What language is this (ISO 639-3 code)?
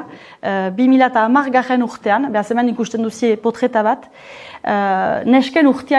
eus